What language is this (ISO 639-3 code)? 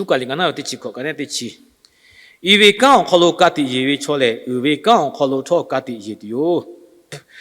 lhu